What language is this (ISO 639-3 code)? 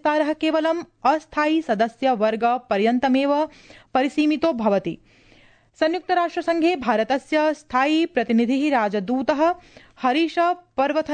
san